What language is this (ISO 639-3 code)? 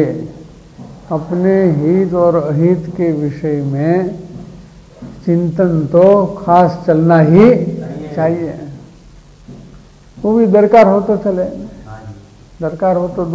hin